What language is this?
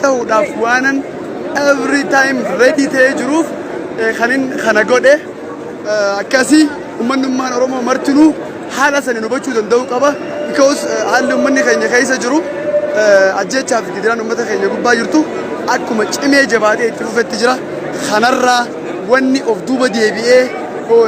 Oromo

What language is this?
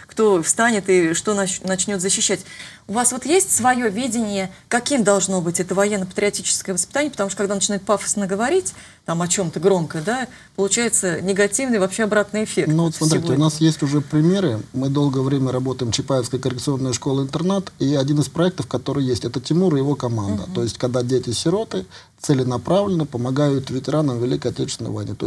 Russian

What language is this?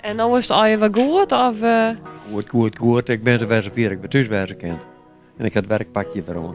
Western Frisian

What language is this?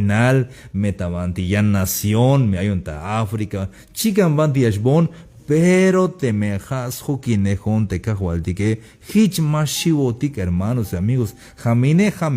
Tzeltal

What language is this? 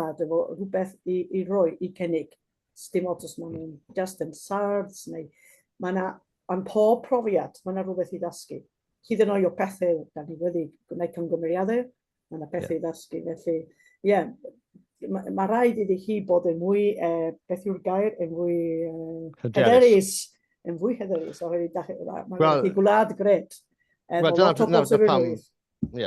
Welsh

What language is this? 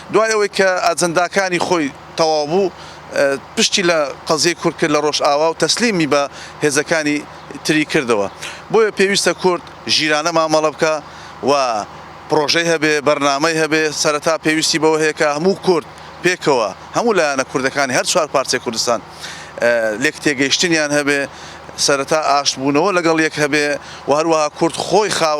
Central Kurdish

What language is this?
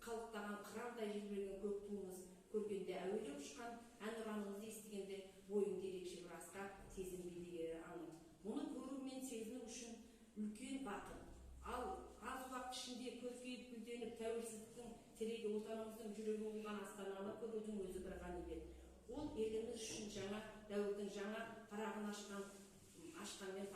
Kazakh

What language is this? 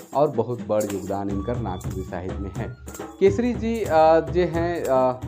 Sadri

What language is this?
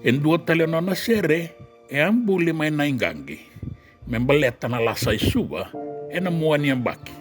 Fijian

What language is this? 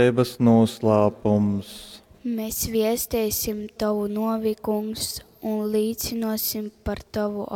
Latgalian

